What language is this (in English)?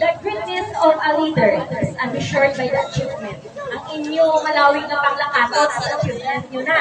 Hiligaynon